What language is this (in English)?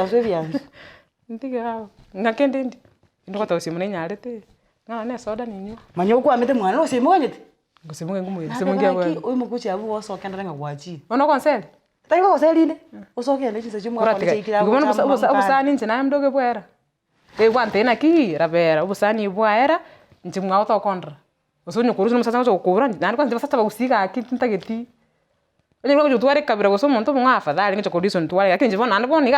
Gusii